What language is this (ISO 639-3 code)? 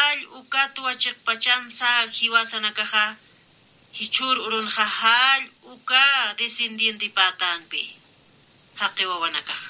aym